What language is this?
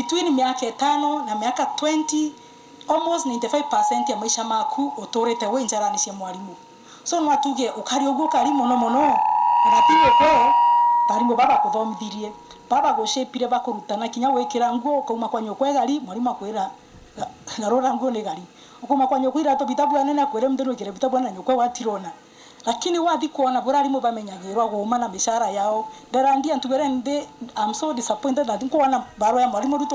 Meru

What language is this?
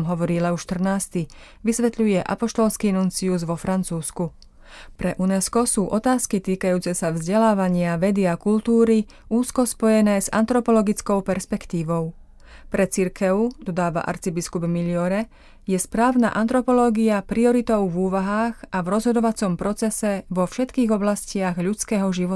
Slovak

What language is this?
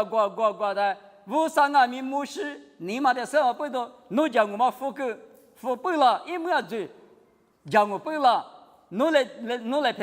Lisu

